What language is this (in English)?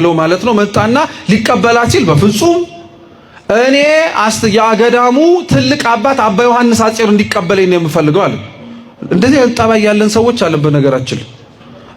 Amharic